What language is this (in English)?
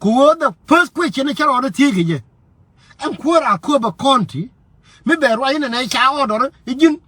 Nuer